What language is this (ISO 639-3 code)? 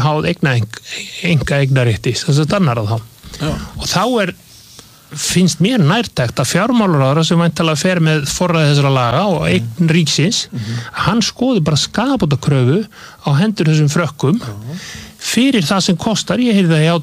isl